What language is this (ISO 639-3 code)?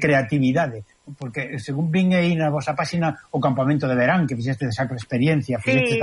glg